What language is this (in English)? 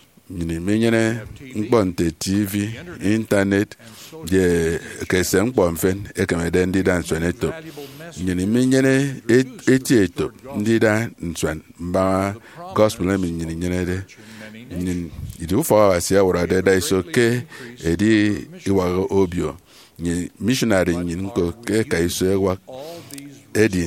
Efik